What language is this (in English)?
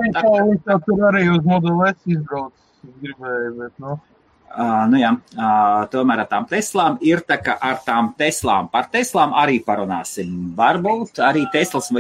Latvian